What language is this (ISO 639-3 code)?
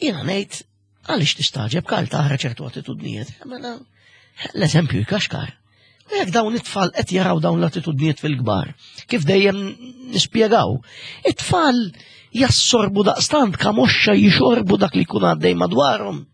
mlt